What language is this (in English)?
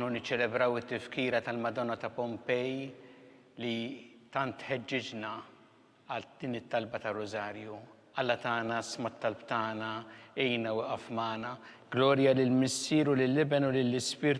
Maltese